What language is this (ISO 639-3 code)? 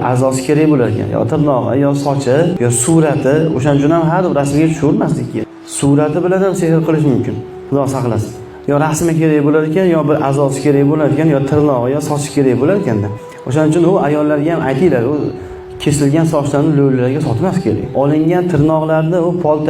uzb